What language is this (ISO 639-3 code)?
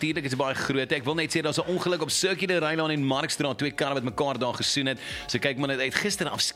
afr